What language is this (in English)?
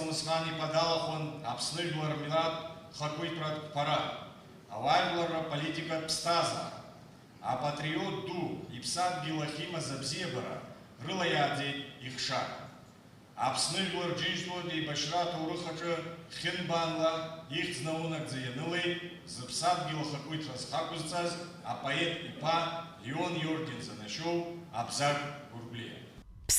Abkhazian